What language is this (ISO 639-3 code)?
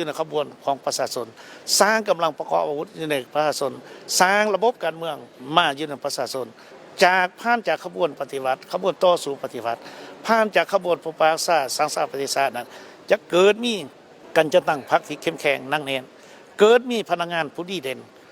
lao